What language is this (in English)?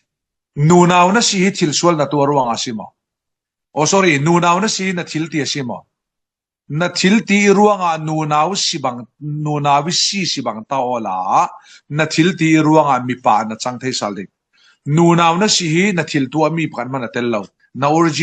Falam Chin